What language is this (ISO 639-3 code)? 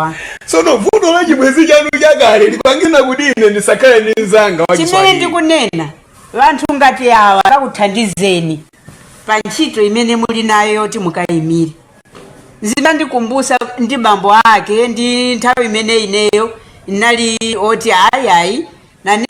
nya